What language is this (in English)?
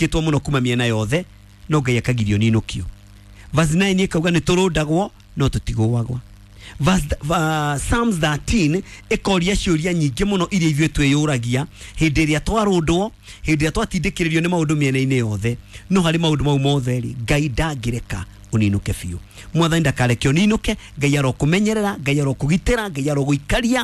Kikuyu